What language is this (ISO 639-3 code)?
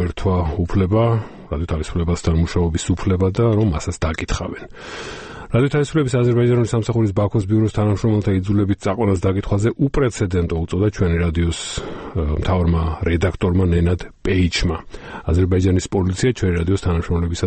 kat